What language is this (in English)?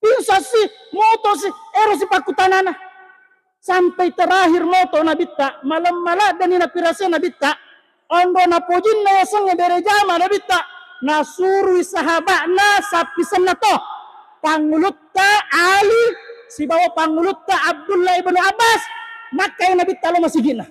Buginese